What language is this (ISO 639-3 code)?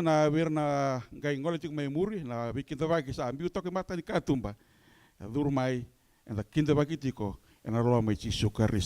fij